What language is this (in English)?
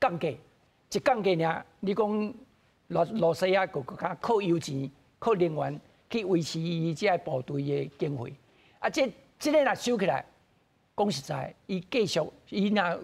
Min Nan Chinese